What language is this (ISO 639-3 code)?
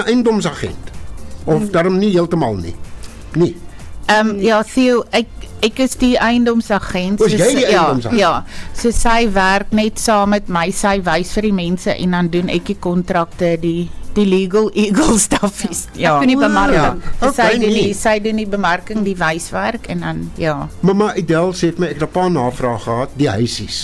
afr